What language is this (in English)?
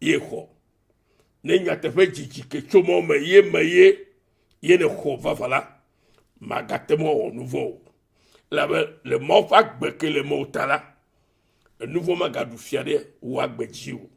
Ewe